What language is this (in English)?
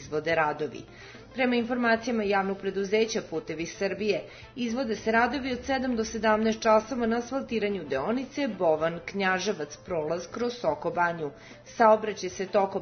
Serbian